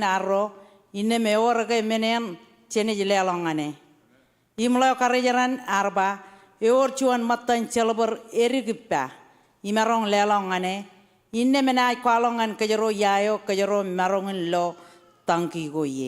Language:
Marshallese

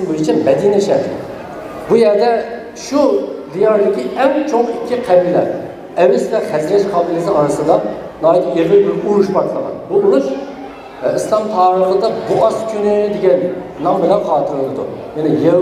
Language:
Uyghur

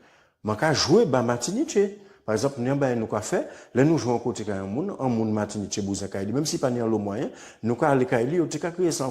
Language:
Guadeloupean Creole French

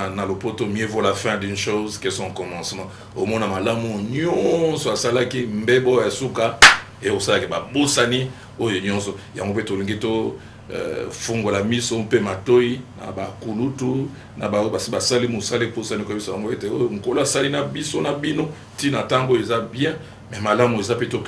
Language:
Lingala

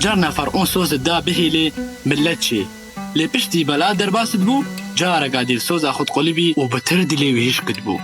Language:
Kurdish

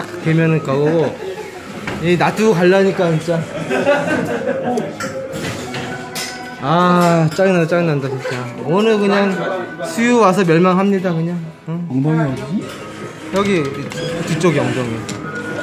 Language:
Korean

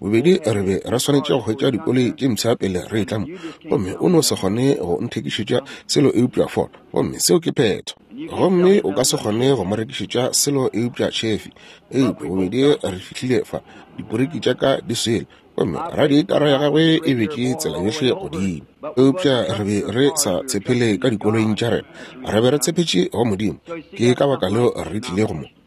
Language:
Northern Sotho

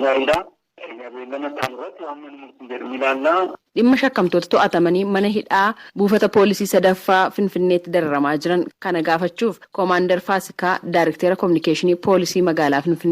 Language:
Oromo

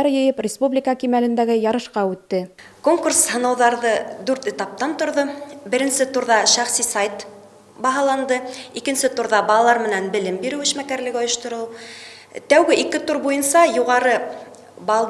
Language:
Bashkir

